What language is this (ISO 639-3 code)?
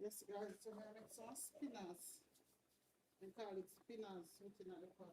jam